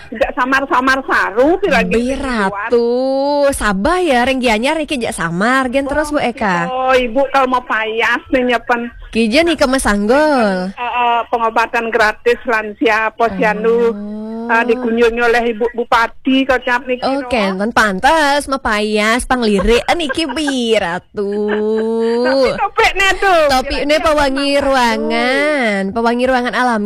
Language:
Balinese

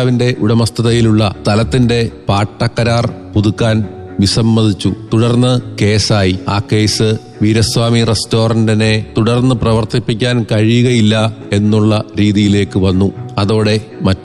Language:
Malayalam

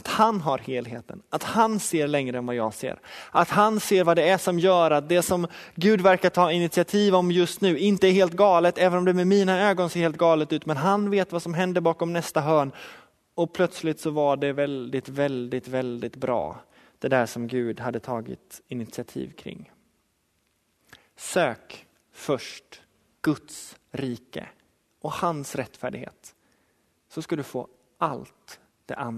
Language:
Swedish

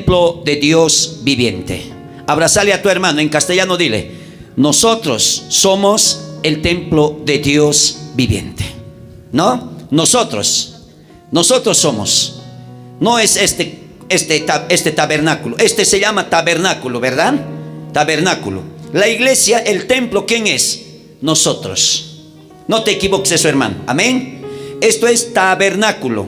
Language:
South Bolivian Quechua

